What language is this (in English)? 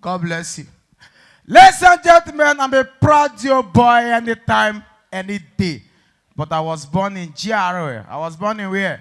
Nigerian Pidgin